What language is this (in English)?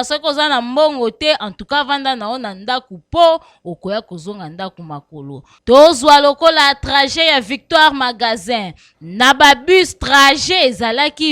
Lingala